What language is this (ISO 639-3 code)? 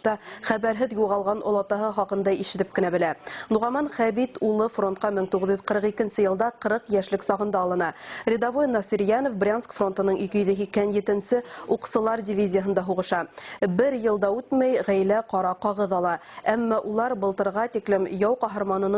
bak